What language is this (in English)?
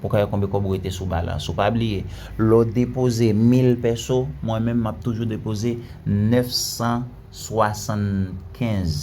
Haitian Creole